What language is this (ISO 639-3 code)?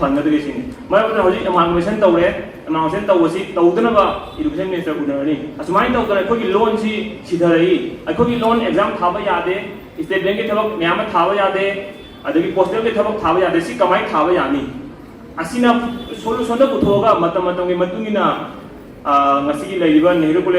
mni